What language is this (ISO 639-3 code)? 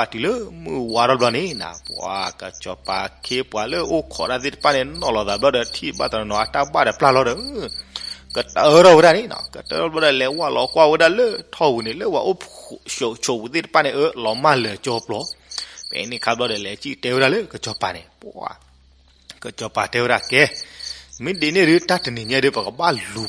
ksw